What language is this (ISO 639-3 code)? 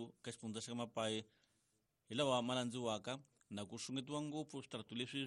tso